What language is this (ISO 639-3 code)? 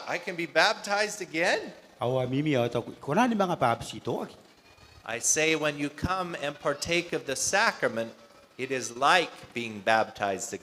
gil